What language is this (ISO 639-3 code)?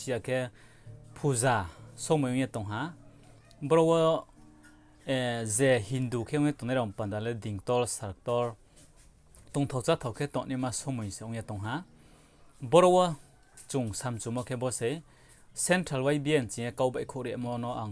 ria